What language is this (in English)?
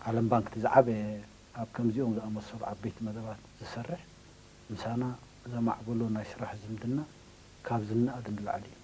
Tigrinya